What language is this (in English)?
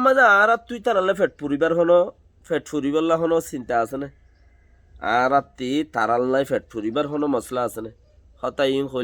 Rohingya